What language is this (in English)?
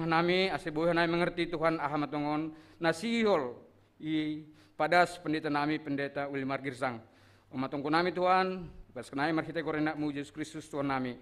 Batak Simalungun